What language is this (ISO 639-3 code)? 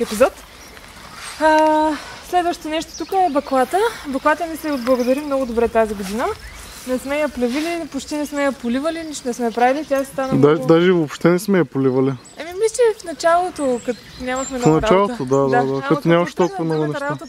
bul